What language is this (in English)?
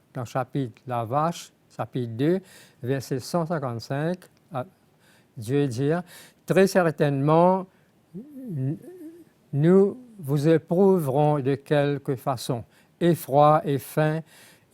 Morisyen